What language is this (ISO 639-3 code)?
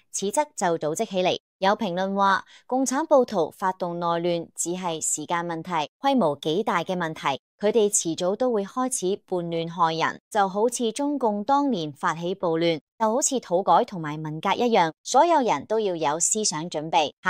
yue